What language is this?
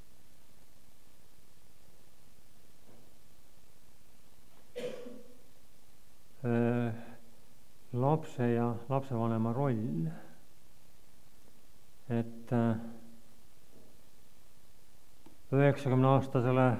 Estonian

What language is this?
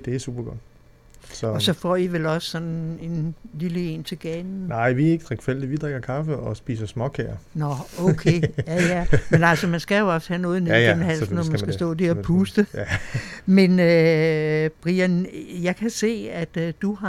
Danish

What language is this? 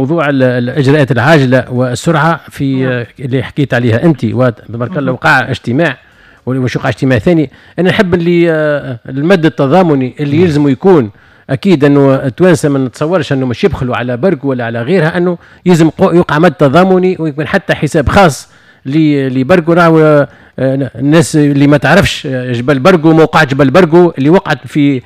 Tunisian Arabic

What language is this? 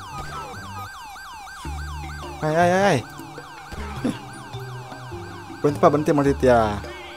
Indonesian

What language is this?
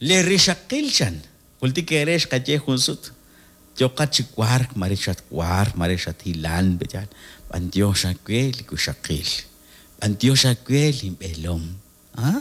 Kekchí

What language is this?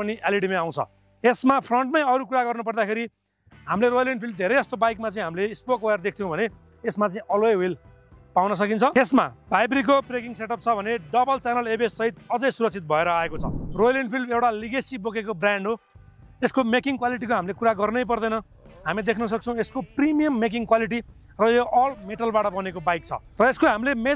Nepali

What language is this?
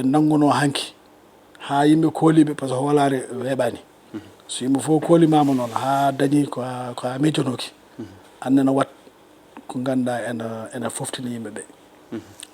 Fula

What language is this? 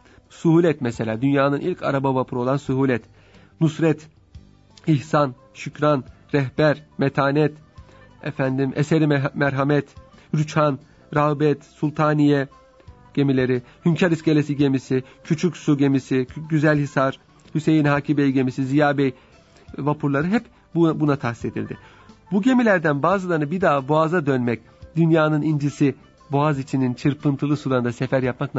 Turkish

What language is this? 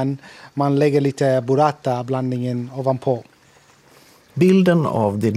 Swedish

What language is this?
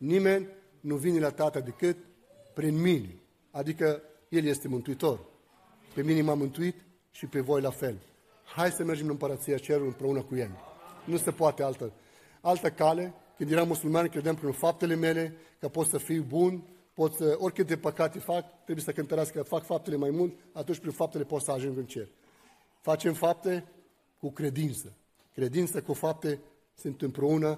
Romanian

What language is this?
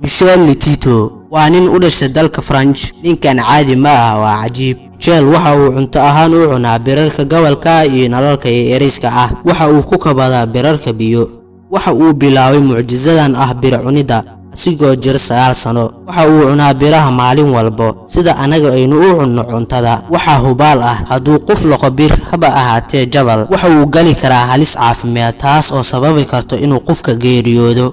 Somali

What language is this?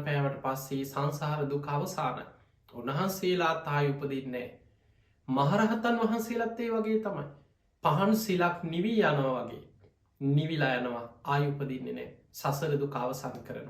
Sinhala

